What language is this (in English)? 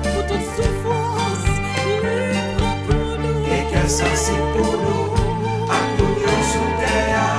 Haitian Creole